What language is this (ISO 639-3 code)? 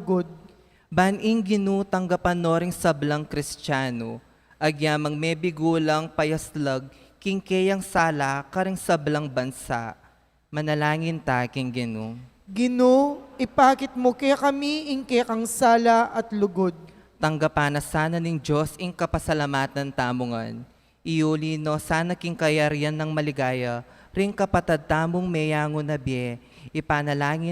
pam